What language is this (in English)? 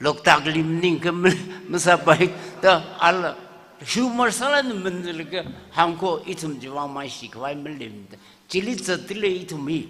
Tangkhul Naga (India)